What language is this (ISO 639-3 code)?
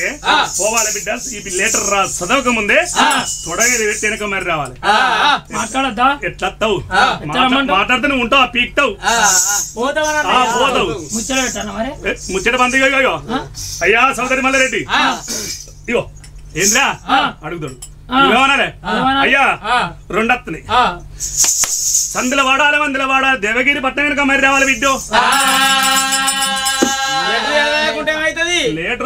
tel